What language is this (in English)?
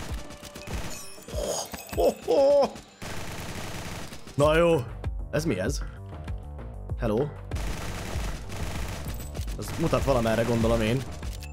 Hungarian